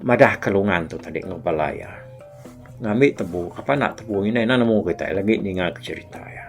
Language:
Iban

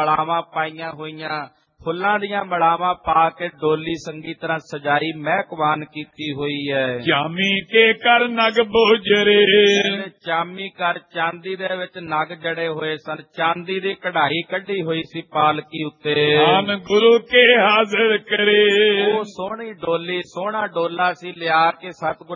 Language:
Punjabi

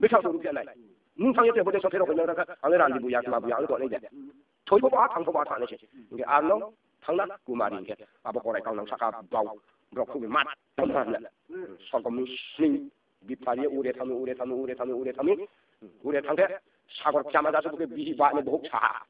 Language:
Riang (India)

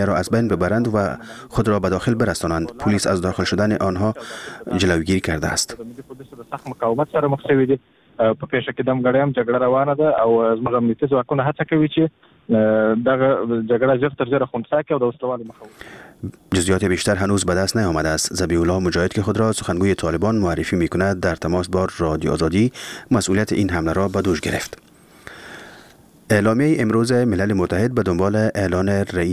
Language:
Persian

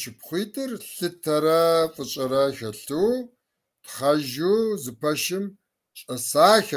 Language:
Kabardian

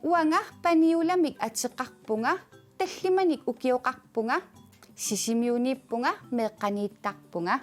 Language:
Kalaallisut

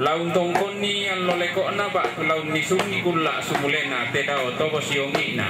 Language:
Toraja-Sa'dan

